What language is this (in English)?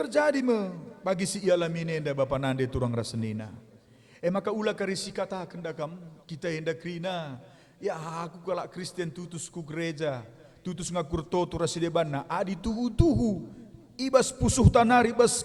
Batak Karo